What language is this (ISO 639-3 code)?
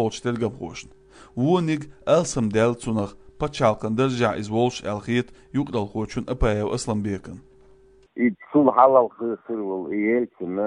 che